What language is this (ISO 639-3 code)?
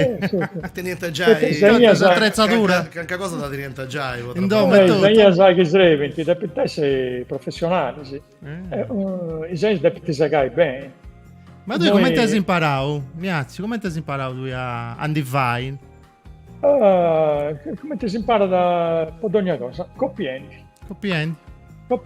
srd